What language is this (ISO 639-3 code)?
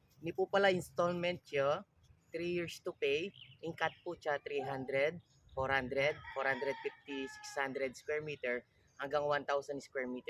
pam